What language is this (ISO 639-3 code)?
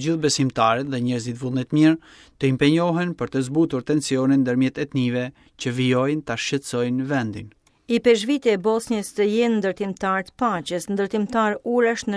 sqi